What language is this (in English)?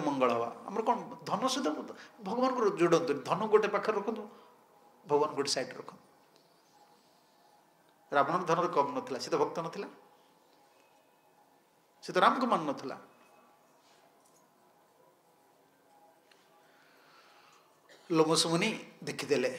Odia